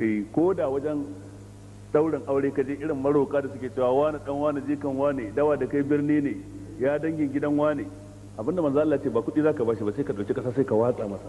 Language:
Hausa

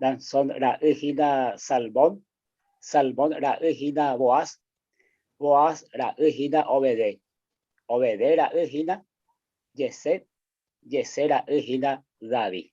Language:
Guarani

